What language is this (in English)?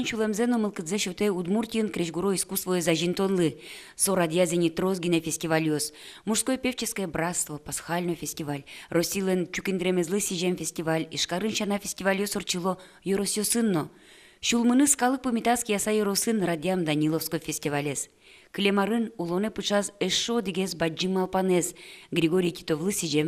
Udmurt